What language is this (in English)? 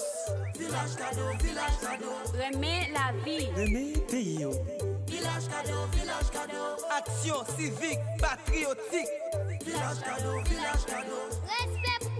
Haitian Creole